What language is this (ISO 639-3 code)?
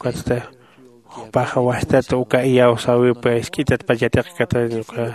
aym